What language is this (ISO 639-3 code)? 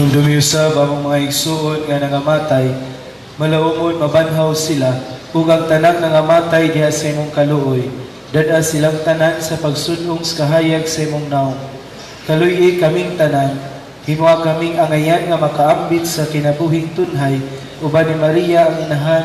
ceb